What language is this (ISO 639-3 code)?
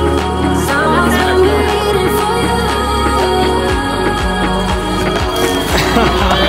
est